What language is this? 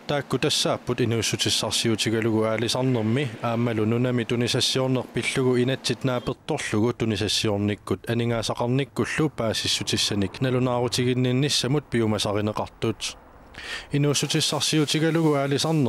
Kalaallisut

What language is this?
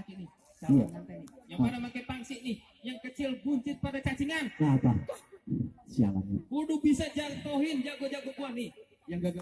Betawi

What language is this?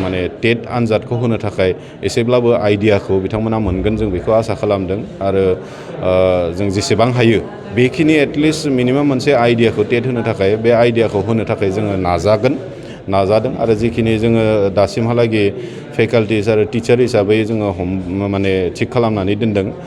Bodo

